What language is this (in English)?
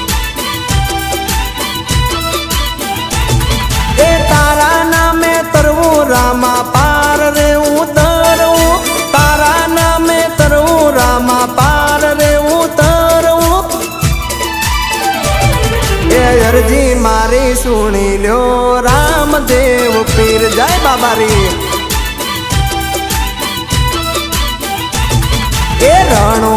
Gujarati